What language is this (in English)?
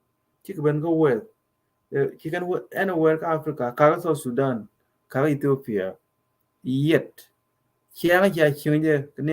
Nuer